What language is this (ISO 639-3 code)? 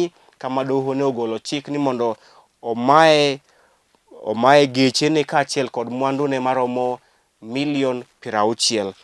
luo